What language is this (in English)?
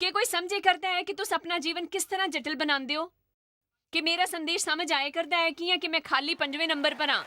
Dogri